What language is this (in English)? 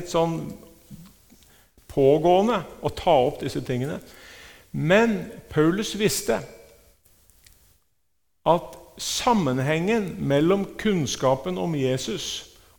Norwegian